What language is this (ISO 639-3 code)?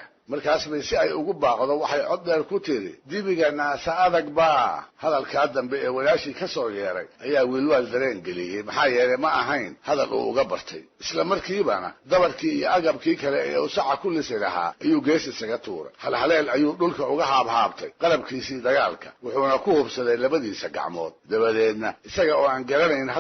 som